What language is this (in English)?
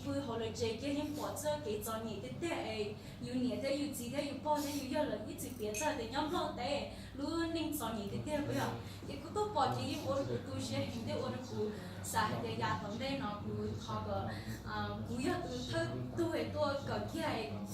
Hmong